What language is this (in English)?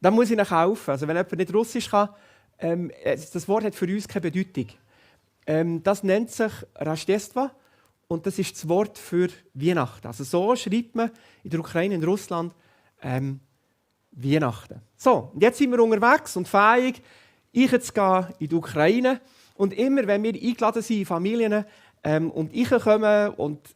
Swiss German